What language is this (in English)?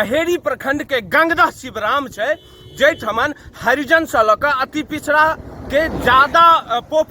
Maithili